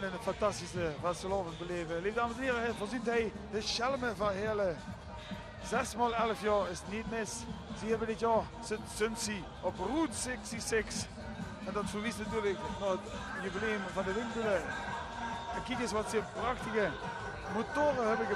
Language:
Limburgish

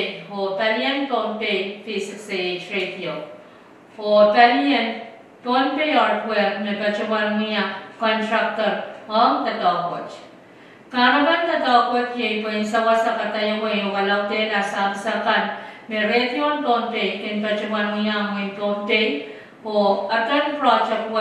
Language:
Pohnpeian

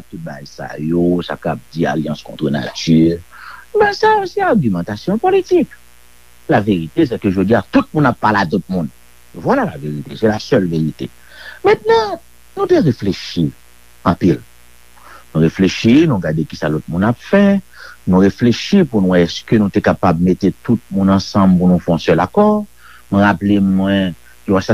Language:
Haitian Creole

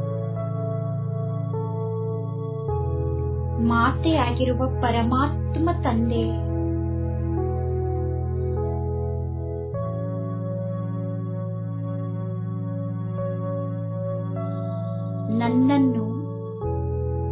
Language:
Kannada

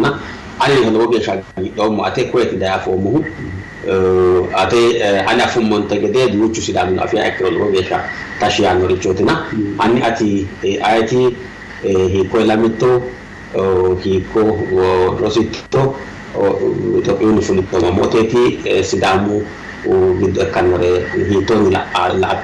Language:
Sidamo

